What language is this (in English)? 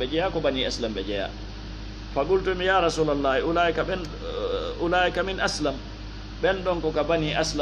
Fula